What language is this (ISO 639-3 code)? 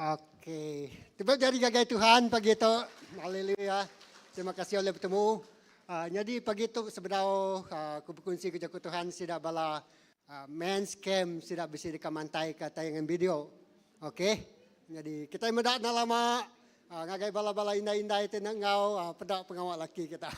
iba